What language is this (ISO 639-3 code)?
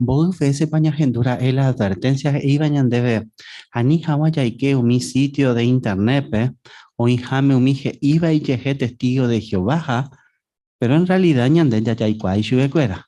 grn